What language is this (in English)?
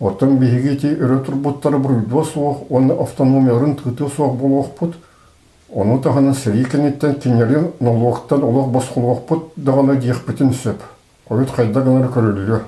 Yakut